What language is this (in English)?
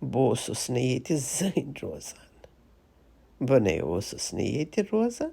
Kashmiri